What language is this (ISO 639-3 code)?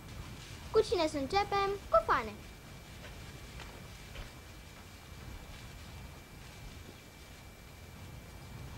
ron